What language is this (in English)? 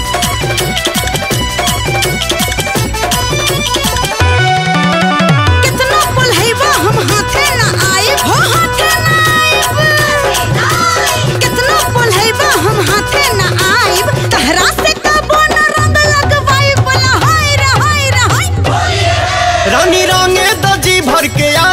Bhojpuri